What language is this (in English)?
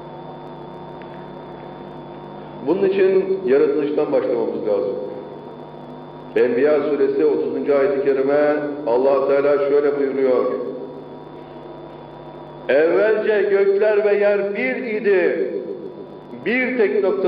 Turkish